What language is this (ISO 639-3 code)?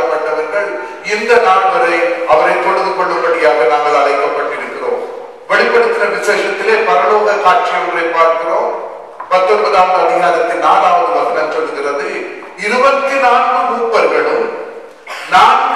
tam